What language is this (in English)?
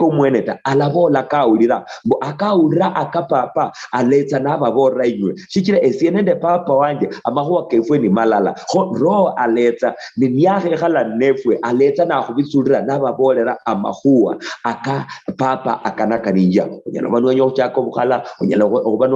Luyia